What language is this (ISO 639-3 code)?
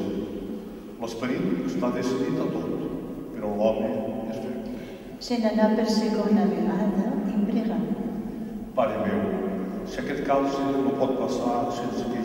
cat